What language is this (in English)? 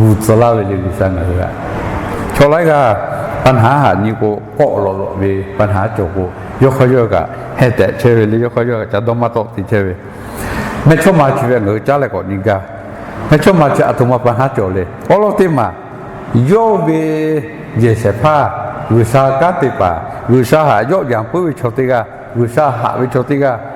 Lahu